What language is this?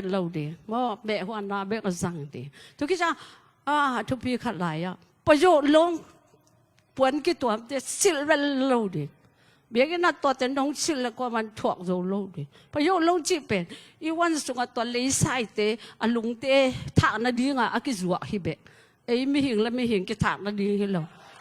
Tedim Chin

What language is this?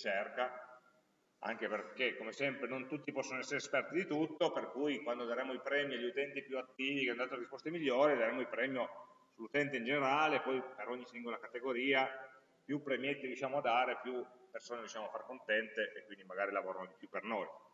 Italian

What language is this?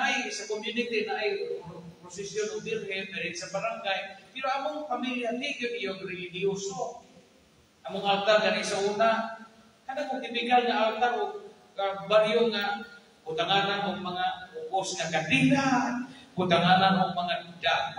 Cebuano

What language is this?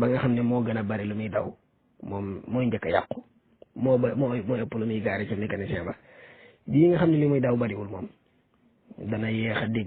Wolof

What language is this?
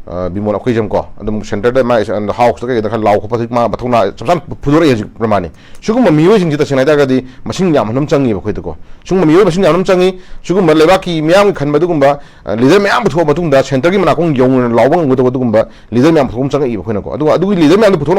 Manipuri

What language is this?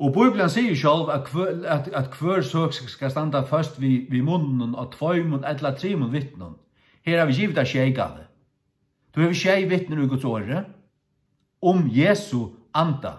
Faroese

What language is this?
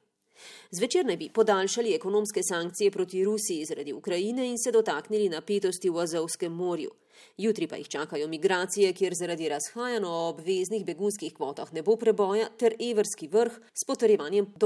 Slovenian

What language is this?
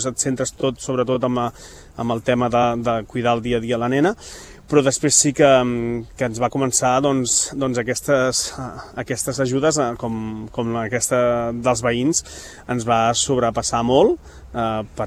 Catalan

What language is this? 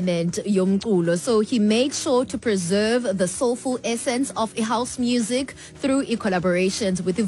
Xhosa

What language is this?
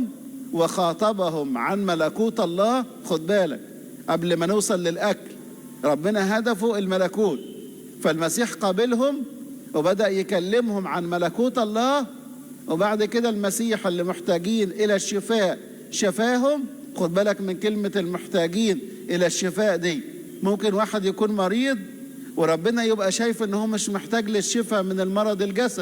Egyptian Arabic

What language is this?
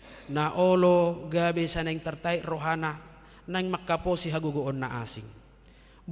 Batak Toba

